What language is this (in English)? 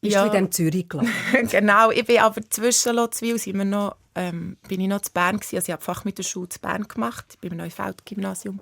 Swiss German